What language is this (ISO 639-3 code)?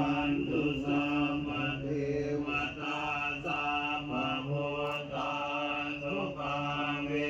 pli